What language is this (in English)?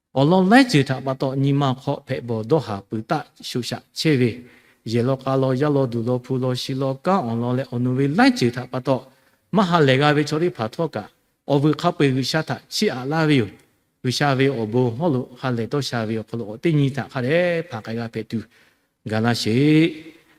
Lahu